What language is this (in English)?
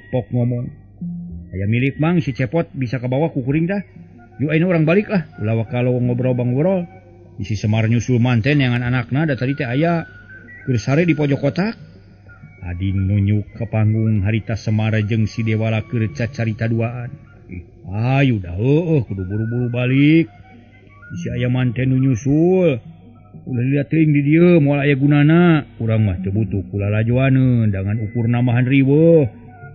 Sundanese